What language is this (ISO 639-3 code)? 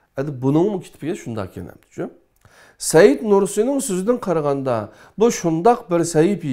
uig